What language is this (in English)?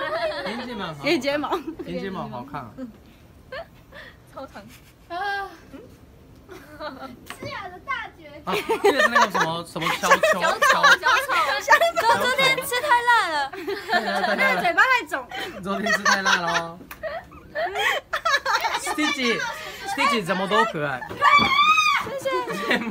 Chinese